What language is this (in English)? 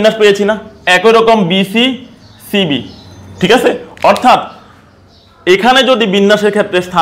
Bangla